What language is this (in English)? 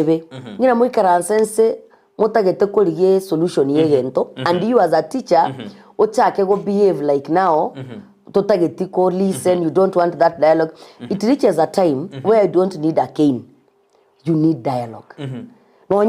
Gusii